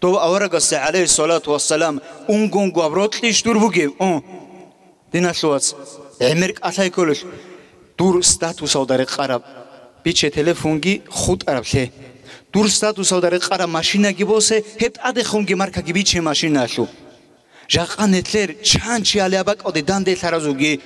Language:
Avaric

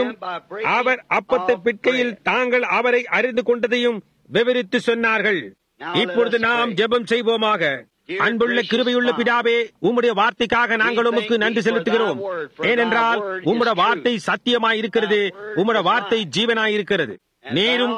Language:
Tamil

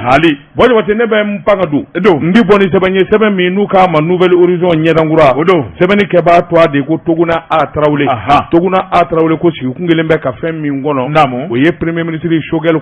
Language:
Bambara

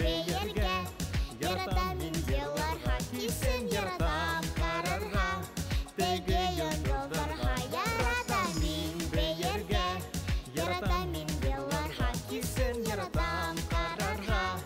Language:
Bashkir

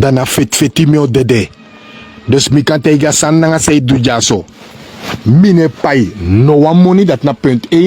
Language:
Sranan Tongo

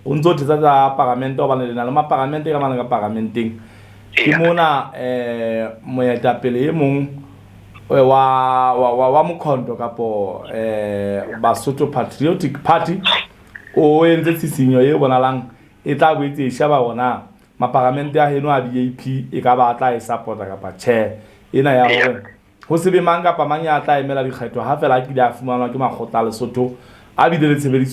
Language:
Southern Sotho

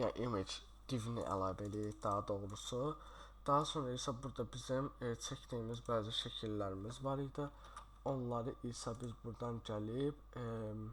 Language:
Azerbaijani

